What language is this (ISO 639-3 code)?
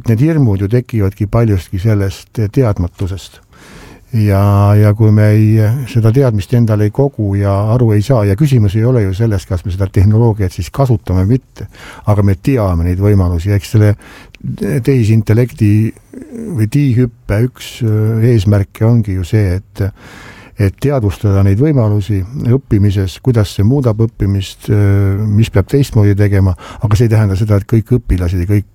est